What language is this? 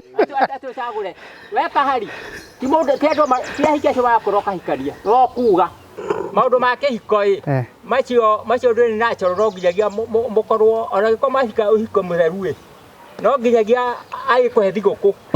Kikuyu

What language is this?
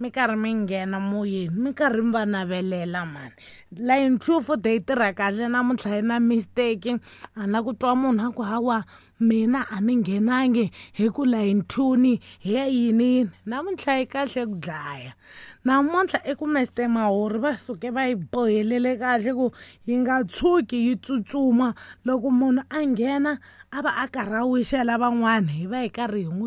Tsonga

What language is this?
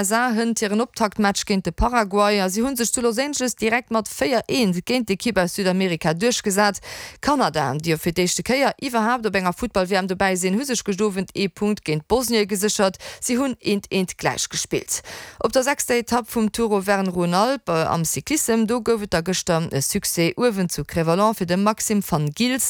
Luxembourgish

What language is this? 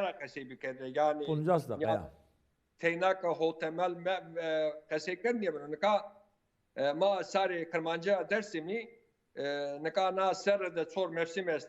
Zaza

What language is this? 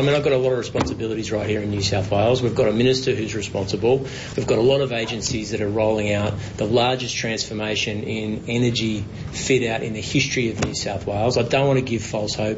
English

